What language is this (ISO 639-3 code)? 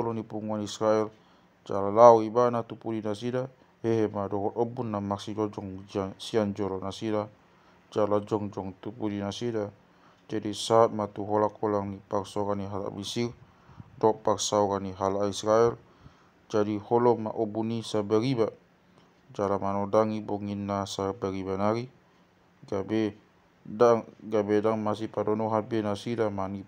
bbc